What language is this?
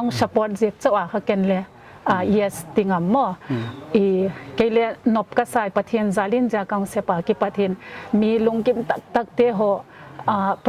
Paite Chin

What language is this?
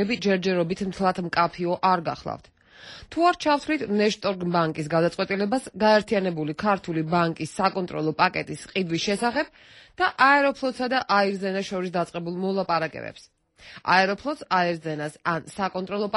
Georgian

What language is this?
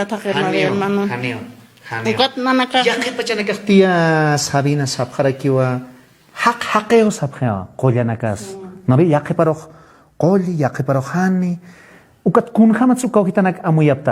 Aymara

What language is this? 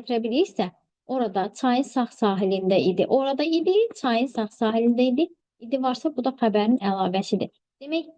Azerbaijani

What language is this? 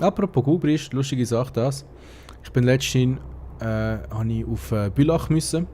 Swiss German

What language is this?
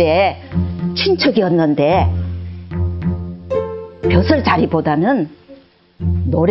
Korean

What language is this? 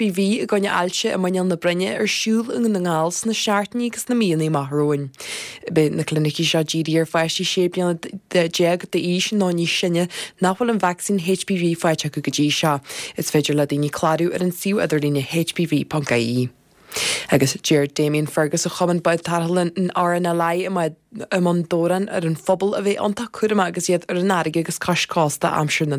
Irish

